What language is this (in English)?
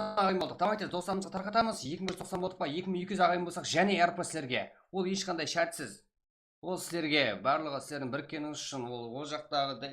Kara-Kalpak